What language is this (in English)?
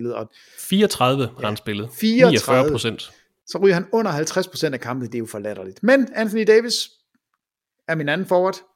Danish